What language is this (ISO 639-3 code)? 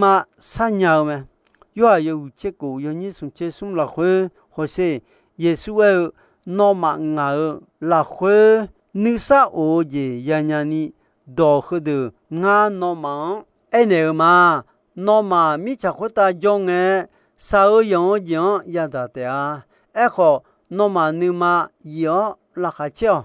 ahk